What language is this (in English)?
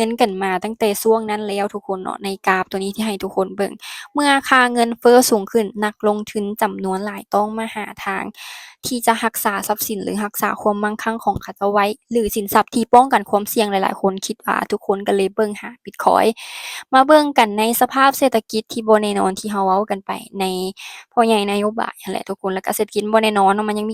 Lao